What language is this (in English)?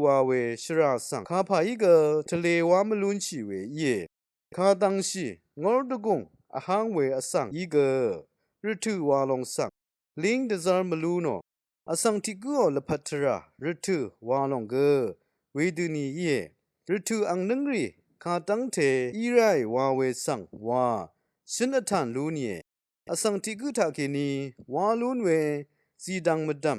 Rawang